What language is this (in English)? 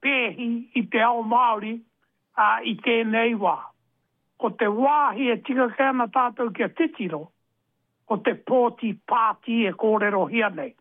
Māori